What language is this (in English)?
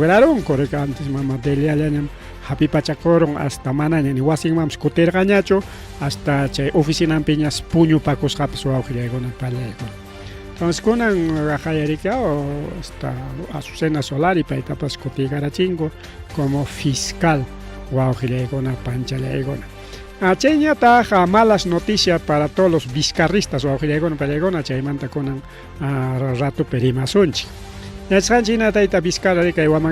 Ayacucho Quechua